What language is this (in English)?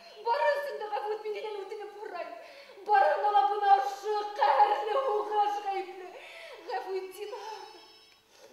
Bashkir